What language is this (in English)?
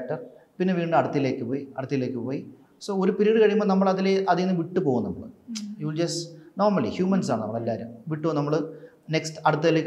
Malayalam